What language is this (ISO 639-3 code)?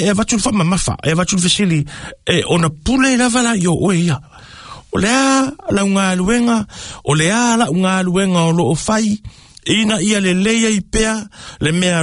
smo